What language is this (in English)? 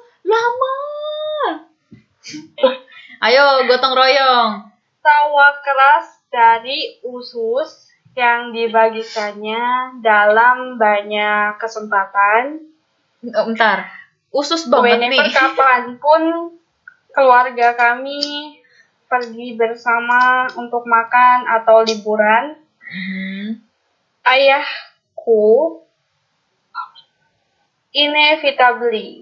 Indonesian